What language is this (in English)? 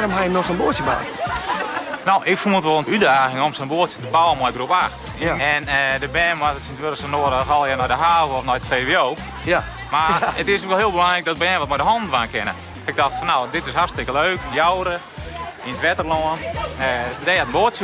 Western Frisian